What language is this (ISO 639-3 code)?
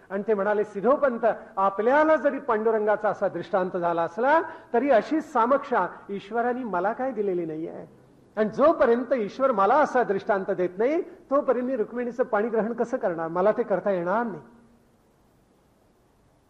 mar